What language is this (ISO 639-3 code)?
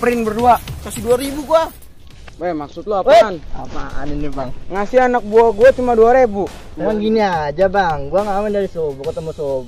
bew